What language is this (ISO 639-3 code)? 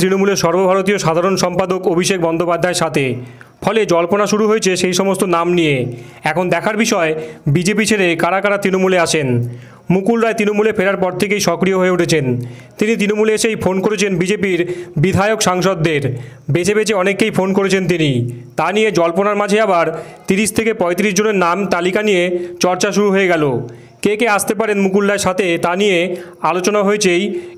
ben